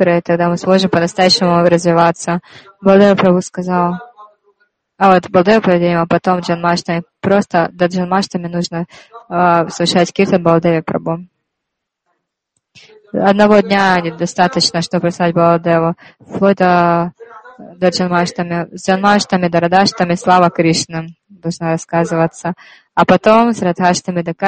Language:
Russian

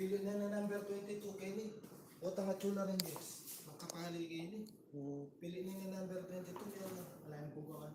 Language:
Pampanga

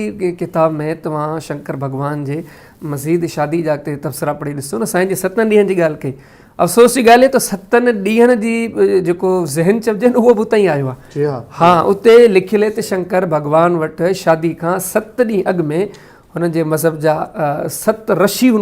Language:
Sindhi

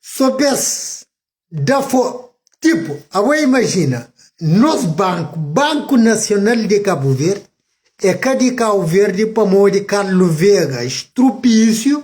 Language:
Kabuverdianu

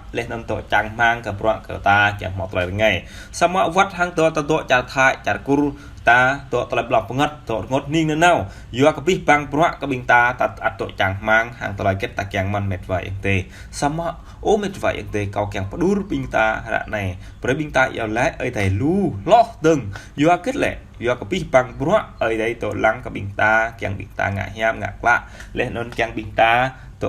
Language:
Jarai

